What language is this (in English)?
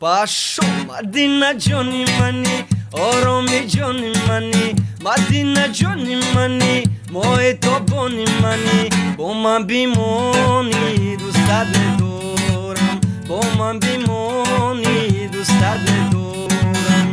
Tajik